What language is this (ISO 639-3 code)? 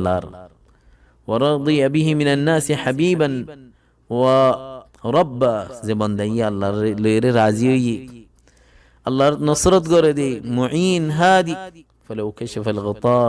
rhg